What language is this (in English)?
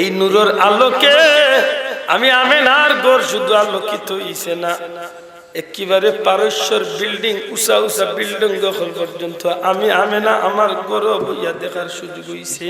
Sylheti